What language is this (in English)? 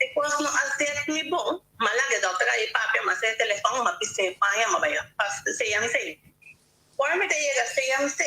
Papiamento